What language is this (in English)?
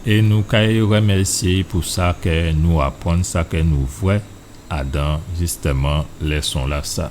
Guadeloupean Creole French